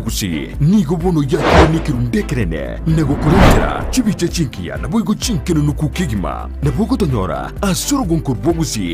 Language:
Gusii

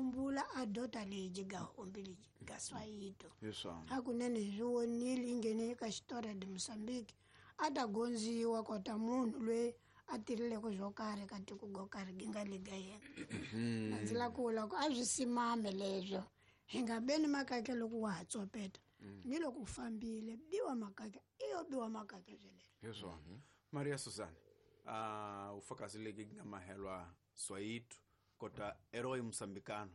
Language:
Tsonga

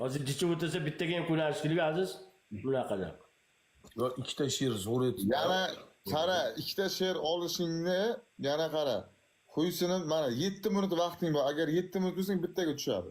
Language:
Uzbek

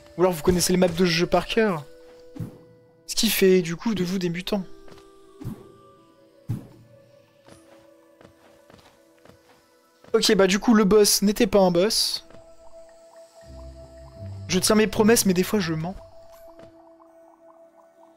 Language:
French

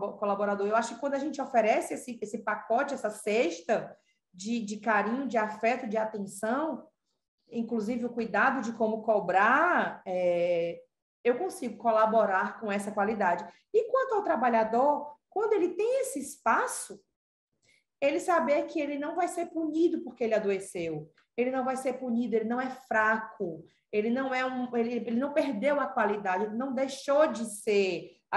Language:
Portuguese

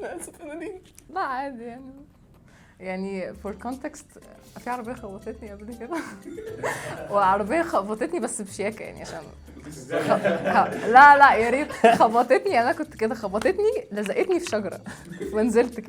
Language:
Egyptian Arabic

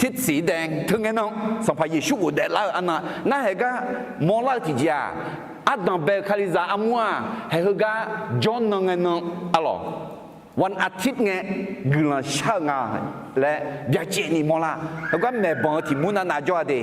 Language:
Akha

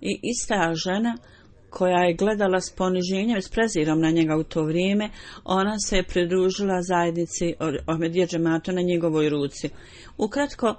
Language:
Bosnian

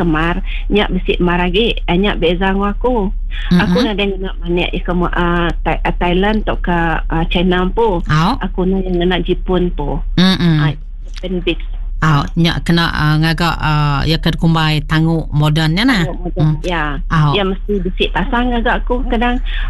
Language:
Iban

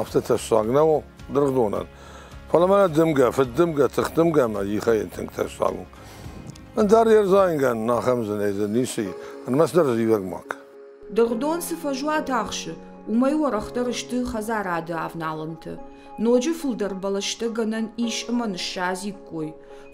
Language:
Ossetic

